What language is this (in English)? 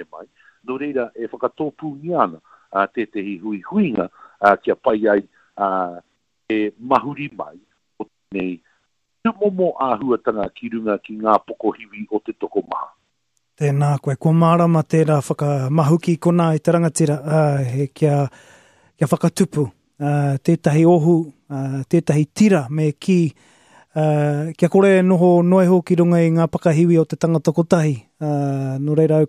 Māori